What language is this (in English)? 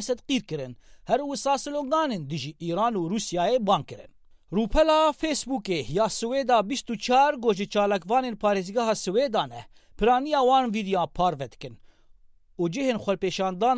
Kurdish